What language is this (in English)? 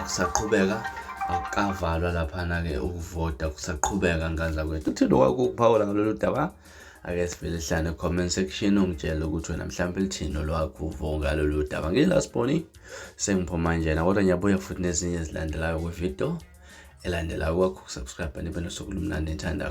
Zulu